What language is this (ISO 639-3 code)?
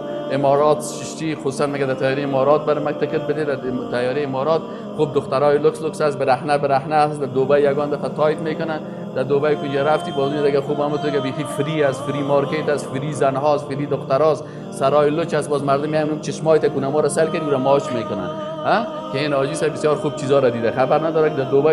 fas